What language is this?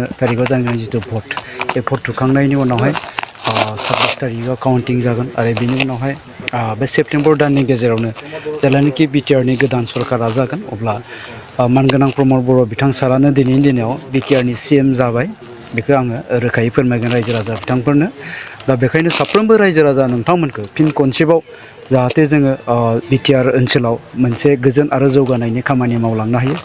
Bodo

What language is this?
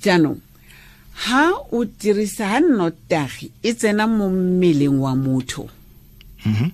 Tswana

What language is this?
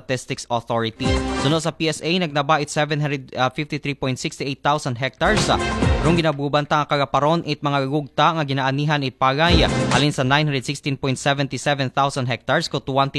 Aklanon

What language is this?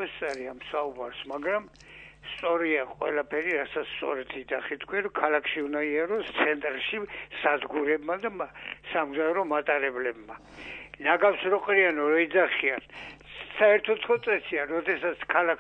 Georgian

